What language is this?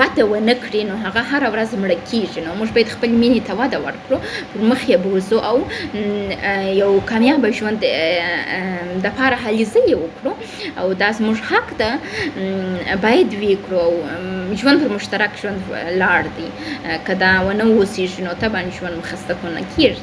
Pashto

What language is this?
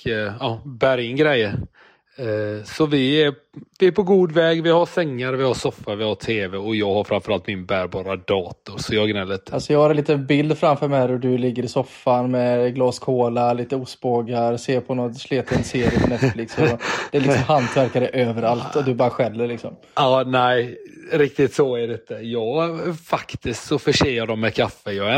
Swedish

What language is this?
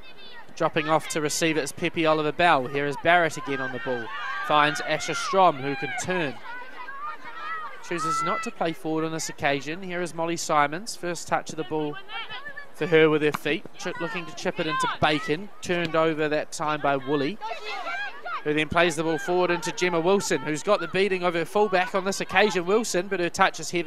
English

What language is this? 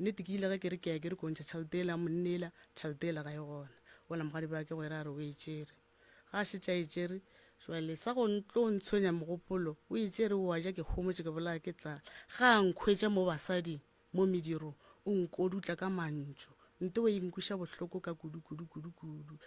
Northern Sotho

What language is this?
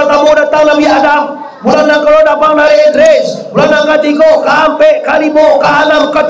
Minangkabau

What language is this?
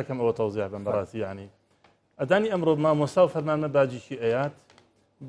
Central Kurdish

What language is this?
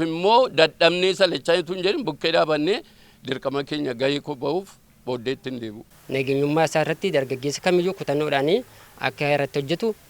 Oromo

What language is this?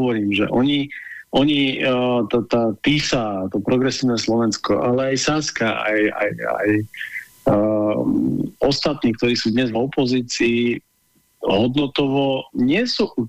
Slovak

